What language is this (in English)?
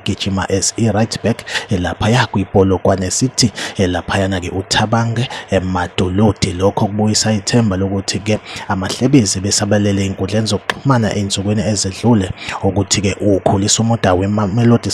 Zulu